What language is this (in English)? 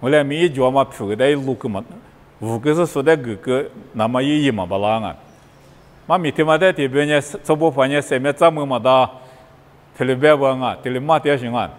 Lisu